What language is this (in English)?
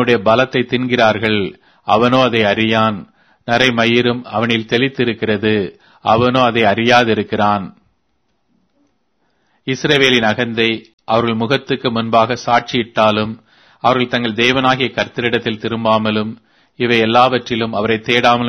Tamil